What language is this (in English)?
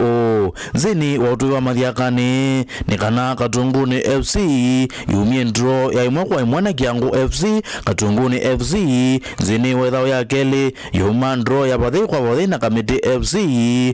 Kamba